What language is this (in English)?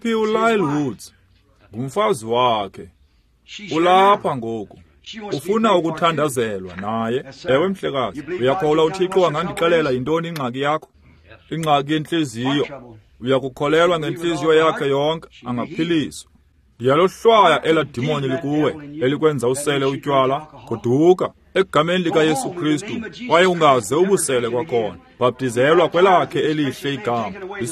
Xhosa